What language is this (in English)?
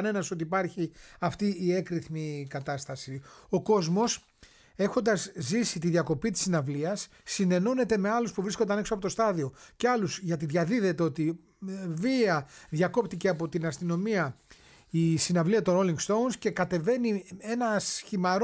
Greek